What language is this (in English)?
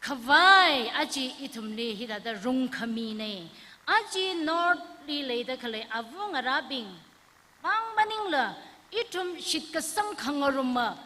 Tangkhul Naga (India)